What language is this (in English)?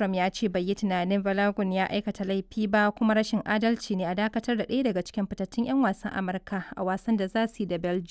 Hausa